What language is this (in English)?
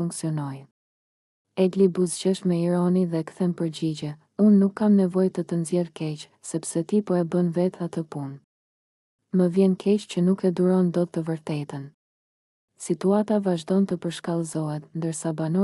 Albanian